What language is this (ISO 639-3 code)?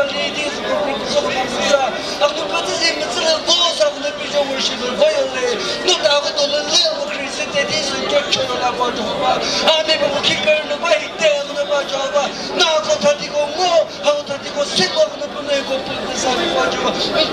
nri